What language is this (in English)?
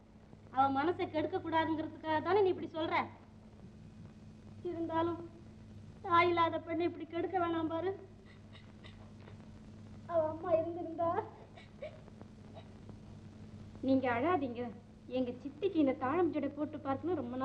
Tamil